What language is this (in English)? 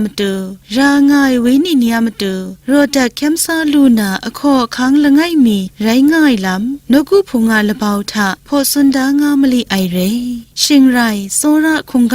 Kachin